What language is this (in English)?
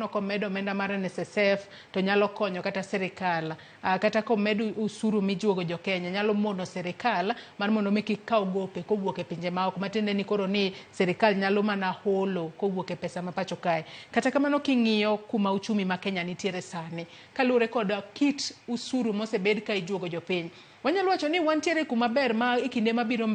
Luo (Kenya and Tanzania)